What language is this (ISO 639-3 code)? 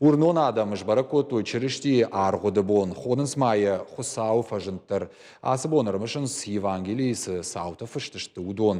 oss